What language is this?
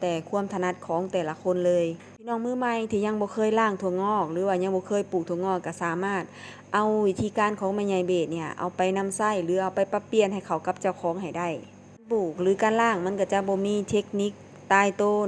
Northeastern Thai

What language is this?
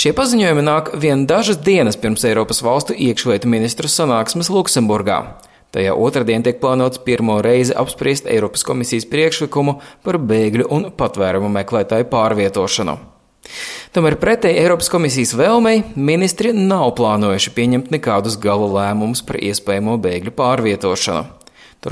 Latvian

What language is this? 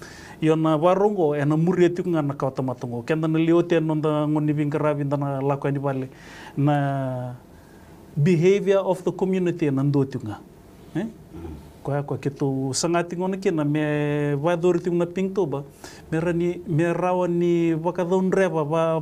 Fijian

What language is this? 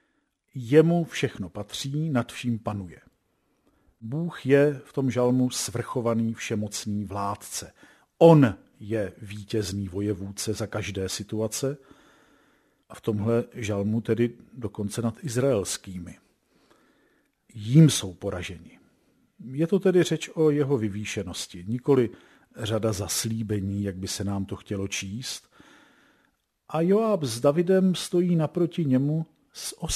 Czech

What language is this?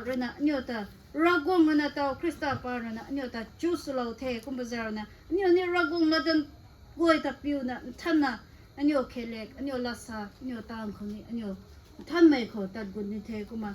Rongmei Naga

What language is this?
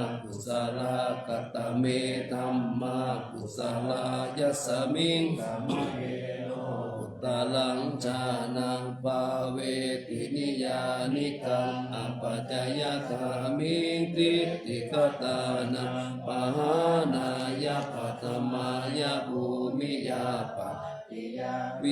Pali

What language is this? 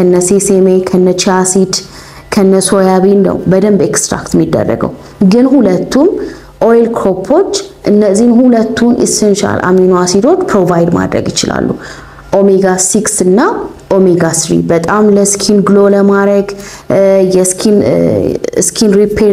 Amharic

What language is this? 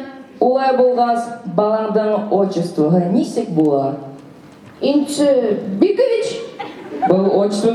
Bashkir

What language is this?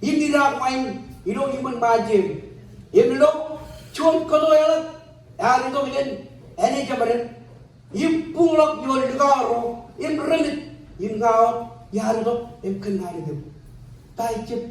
Marshallese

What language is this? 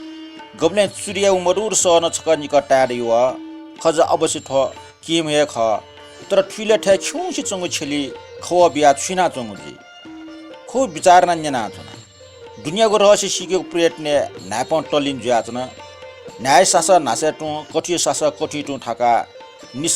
Newari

